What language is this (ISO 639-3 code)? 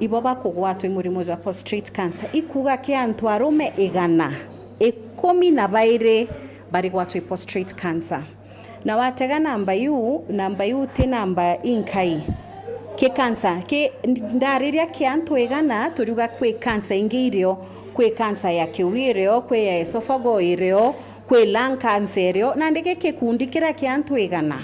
mer